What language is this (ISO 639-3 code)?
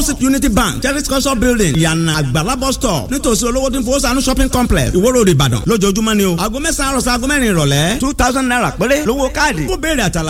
yor